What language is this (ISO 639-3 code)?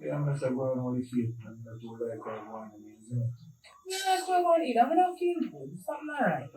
jam